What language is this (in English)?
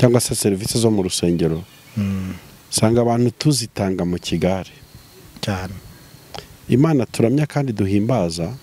Kinyarwanda